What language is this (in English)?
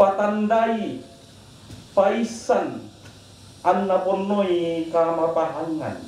Toraja-Sa'dan